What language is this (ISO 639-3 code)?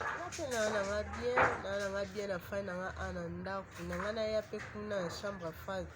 lin